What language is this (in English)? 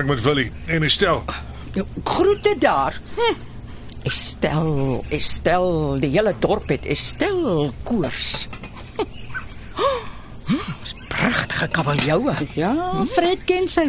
Afrikaans